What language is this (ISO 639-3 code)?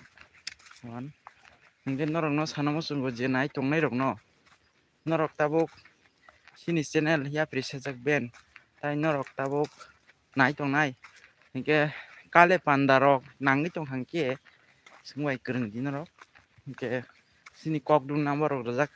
trp